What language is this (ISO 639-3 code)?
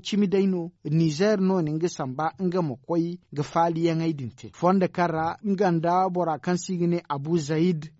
dje